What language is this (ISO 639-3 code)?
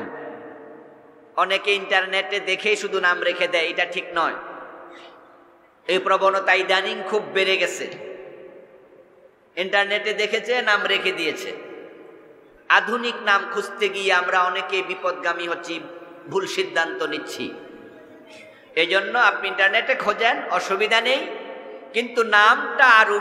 ben